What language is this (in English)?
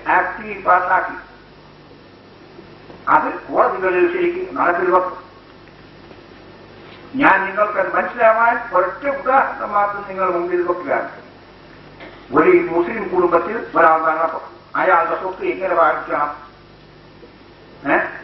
Malayalam